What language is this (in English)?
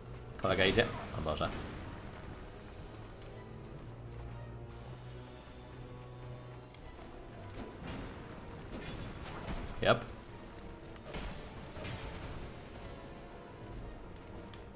Polish